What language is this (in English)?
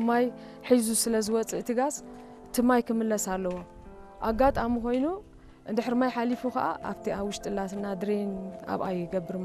Tigrinya